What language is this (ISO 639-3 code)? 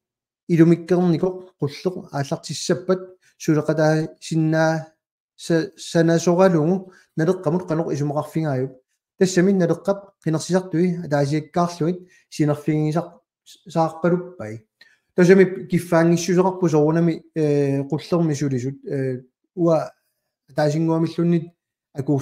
kal